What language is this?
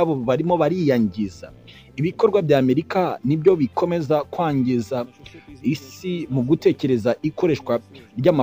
Kinyarwanda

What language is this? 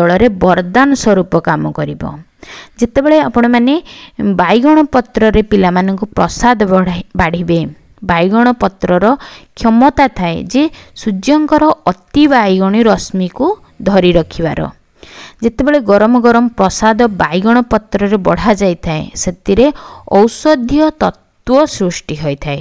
Odia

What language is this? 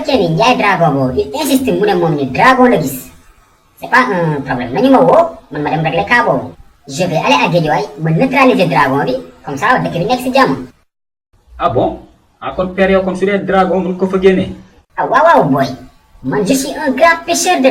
Wolof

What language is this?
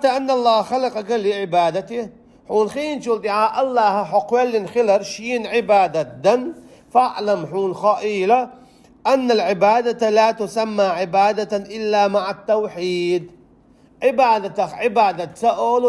Chechen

